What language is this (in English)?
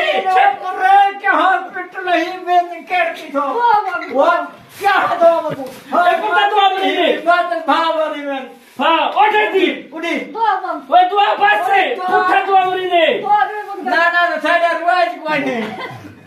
Saraiki